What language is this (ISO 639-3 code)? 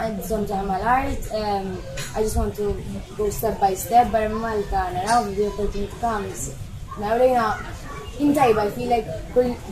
mlt